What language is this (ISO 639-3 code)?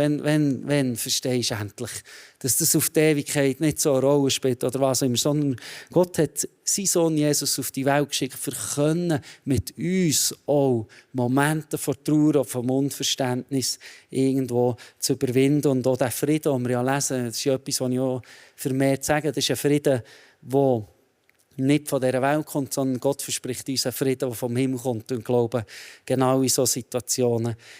gsw